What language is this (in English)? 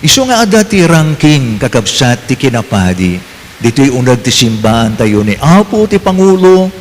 Iloko